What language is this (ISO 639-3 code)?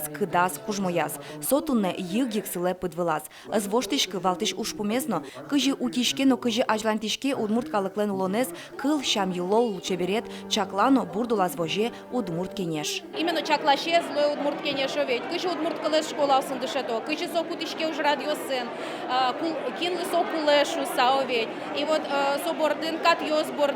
udm